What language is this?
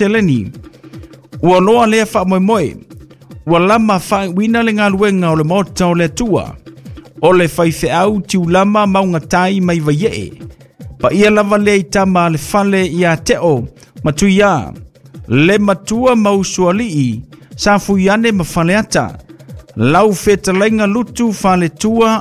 Samoan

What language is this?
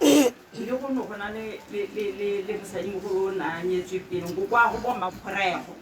Tswana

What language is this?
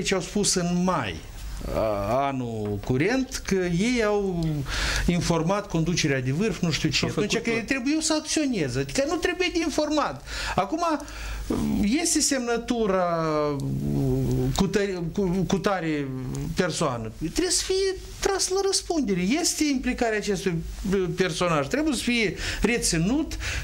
Romanian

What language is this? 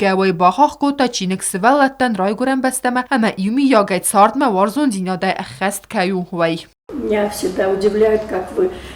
Ossetic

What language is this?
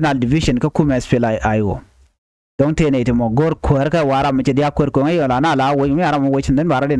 Nuer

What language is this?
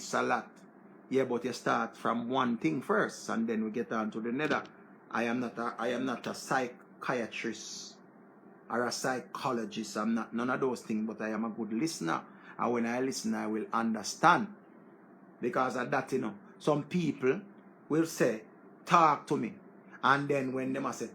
Jamaican Creole English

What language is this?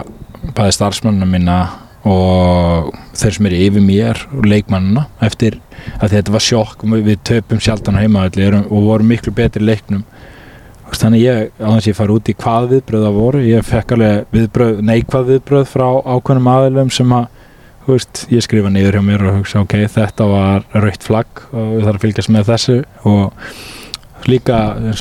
Icelandic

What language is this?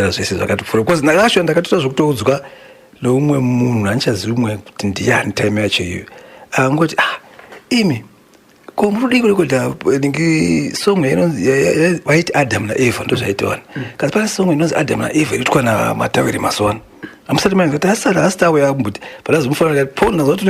Shona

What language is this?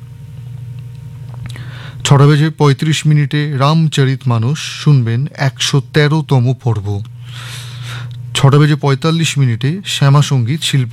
Bangla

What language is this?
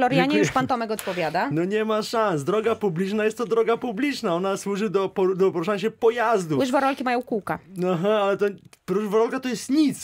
Polish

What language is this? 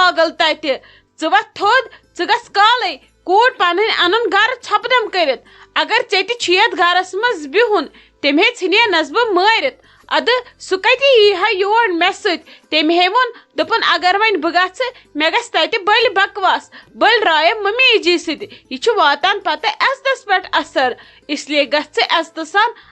Kashmiri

